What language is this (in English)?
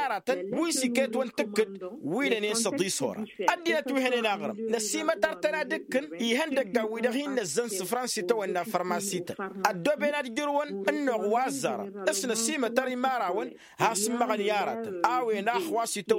Tamasheq